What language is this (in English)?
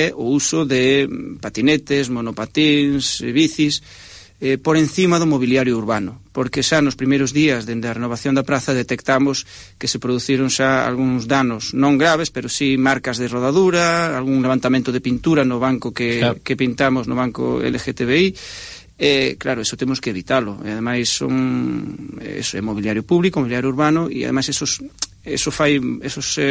Galician